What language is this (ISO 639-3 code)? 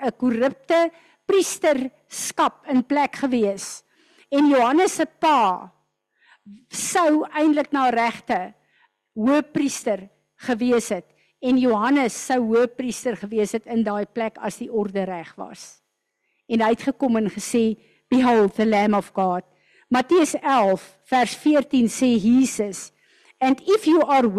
afr